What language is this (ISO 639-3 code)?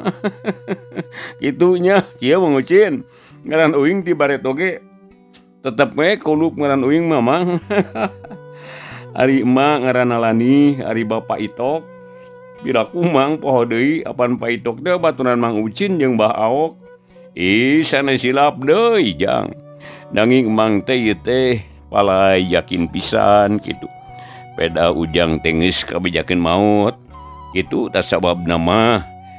sun